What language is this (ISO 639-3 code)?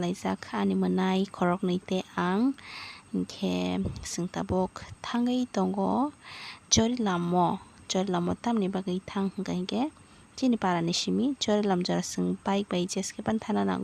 trp